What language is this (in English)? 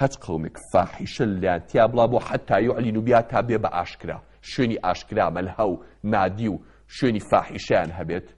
Central Kurdish